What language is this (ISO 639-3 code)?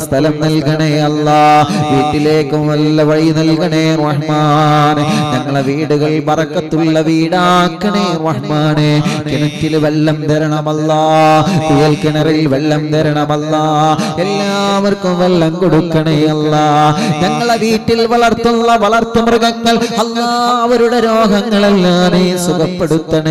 mal